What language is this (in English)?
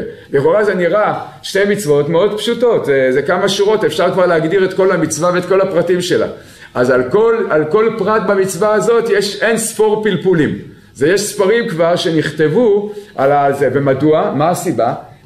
Hebrew